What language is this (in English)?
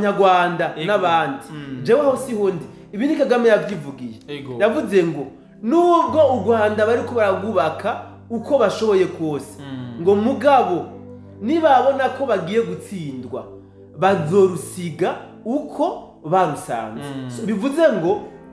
Rundi